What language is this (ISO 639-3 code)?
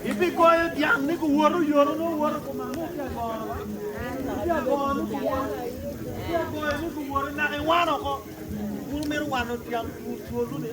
ach